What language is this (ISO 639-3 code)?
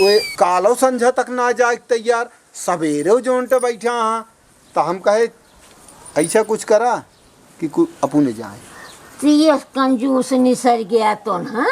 awa